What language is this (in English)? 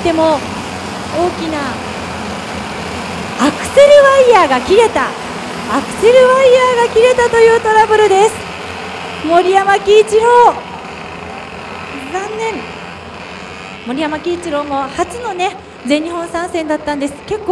Japanese